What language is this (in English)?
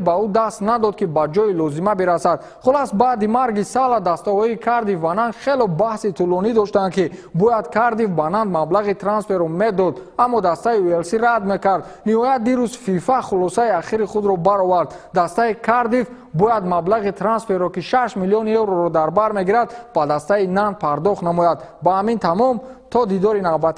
Tajik